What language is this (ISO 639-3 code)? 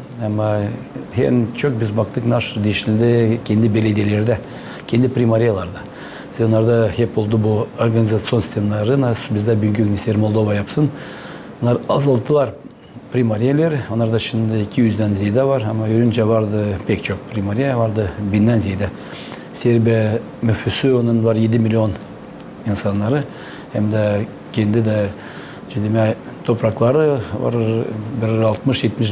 gag